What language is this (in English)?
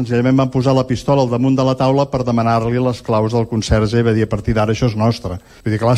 Catalan